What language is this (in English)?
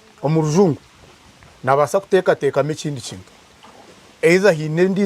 Nyankole